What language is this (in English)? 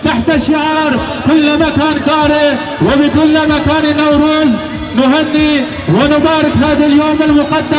Kurdish